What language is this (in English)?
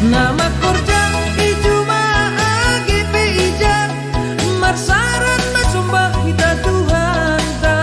Batak Simalungun